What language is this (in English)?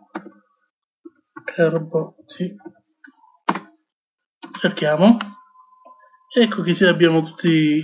Italian